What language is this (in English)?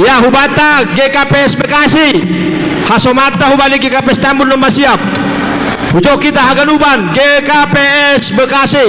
Batak Simalungun